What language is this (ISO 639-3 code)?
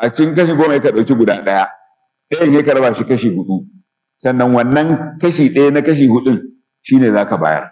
hau